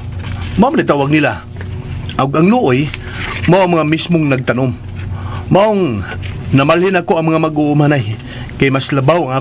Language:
Cebuano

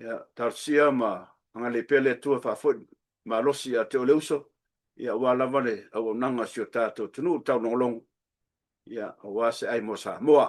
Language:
Samoan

